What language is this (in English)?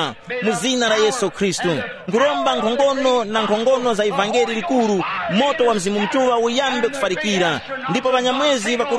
Tumbuka